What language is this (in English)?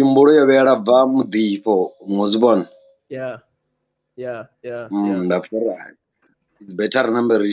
Venda